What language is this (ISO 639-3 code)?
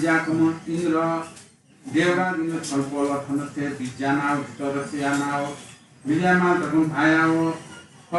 new